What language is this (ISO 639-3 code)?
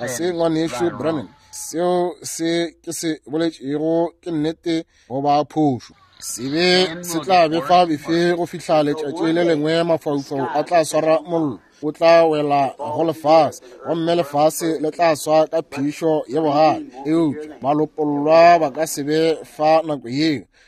nso